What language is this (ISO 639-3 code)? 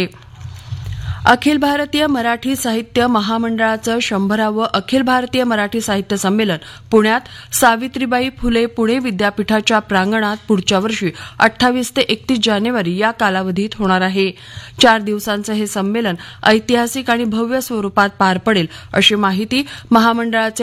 mar